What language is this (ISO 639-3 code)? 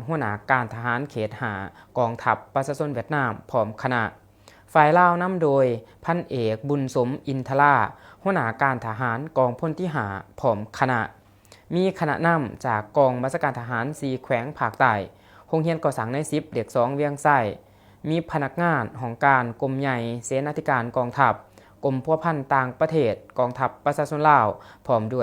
lao